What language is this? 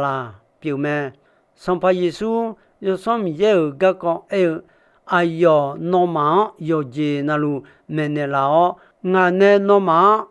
Akha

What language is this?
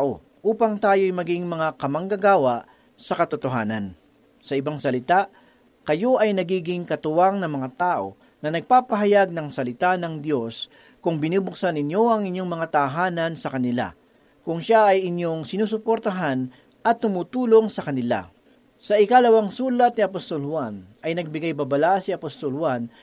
Filipino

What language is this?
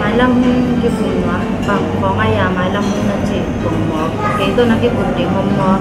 Tedim Chin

